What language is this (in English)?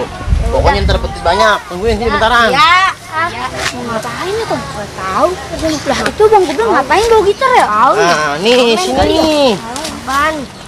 Betawi